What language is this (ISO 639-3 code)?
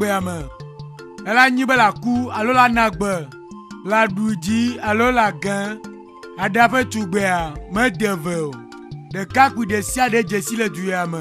ewe